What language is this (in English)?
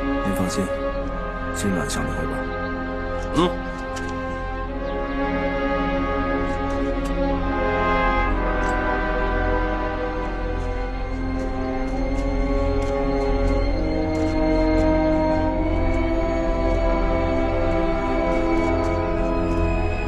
Chinese